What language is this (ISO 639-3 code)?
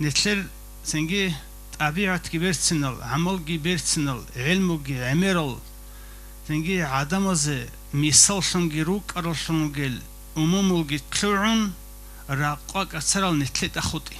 ava